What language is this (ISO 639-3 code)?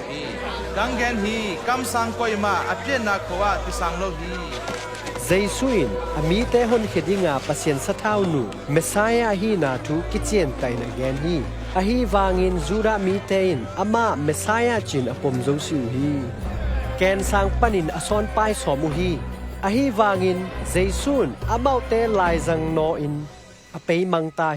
ctd